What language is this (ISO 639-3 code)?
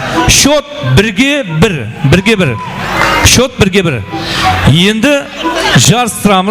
kaa